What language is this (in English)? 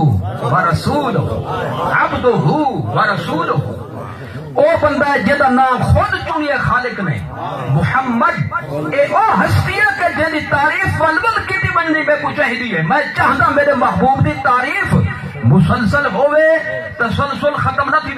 Saraiki